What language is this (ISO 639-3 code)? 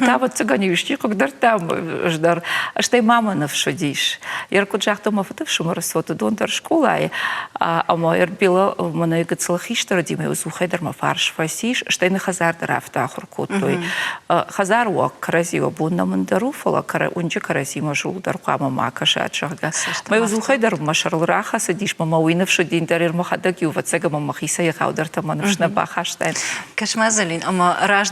oss